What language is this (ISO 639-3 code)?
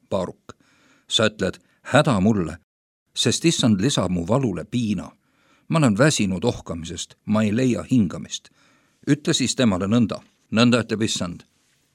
est